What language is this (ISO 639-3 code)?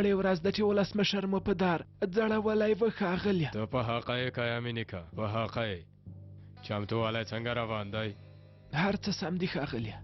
pus